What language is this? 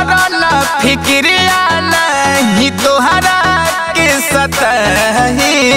Bhojpuri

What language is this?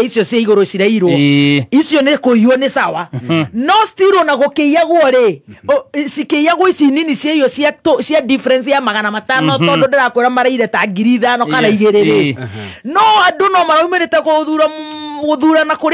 Kikuyu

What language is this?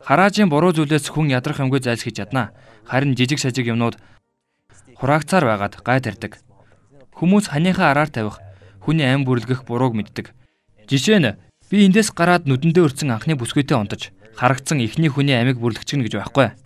Mongolian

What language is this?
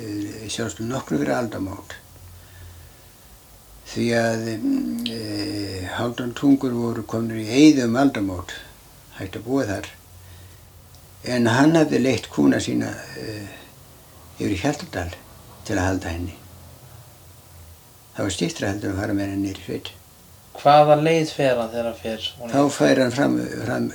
Icelandic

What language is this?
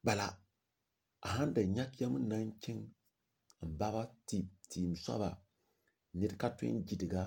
Mossi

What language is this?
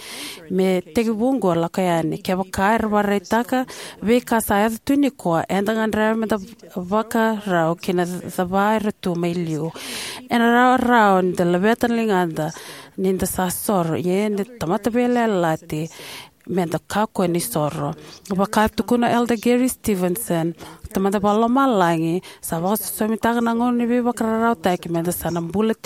Fijian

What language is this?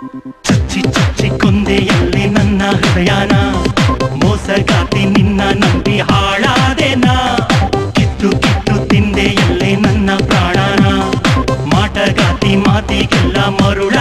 Kannada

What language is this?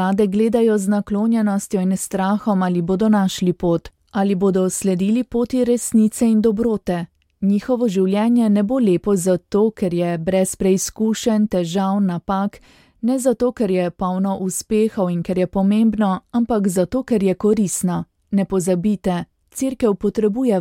Slovenian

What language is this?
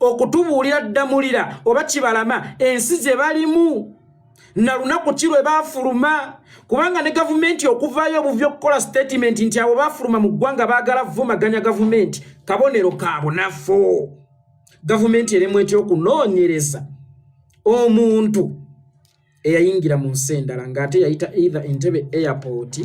Ganda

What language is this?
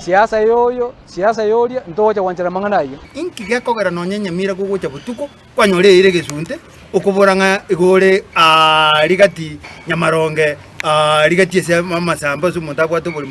Gusii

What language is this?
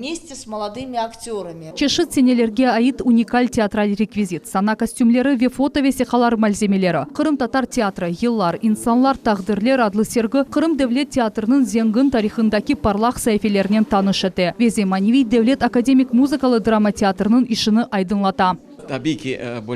Crimean Tatar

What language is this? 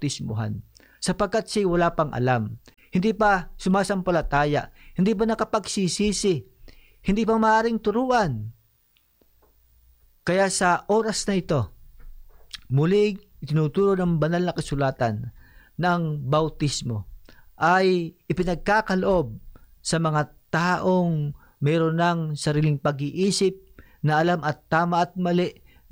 Filipino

